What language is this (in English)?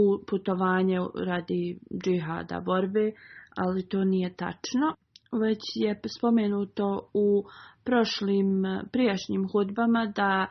Bosnian